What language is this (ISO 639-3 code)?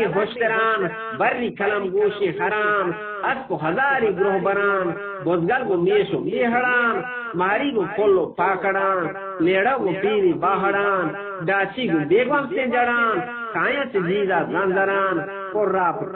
bgp